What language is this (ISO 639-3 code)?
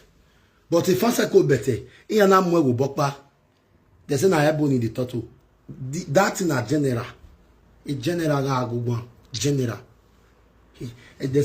pcm